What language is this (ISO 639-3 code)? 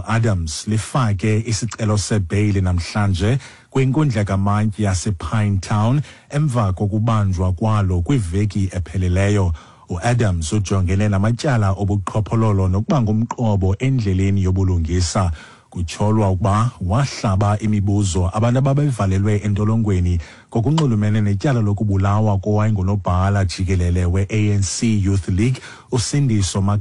xho